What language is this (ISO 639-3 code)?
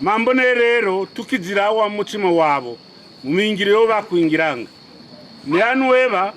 kqn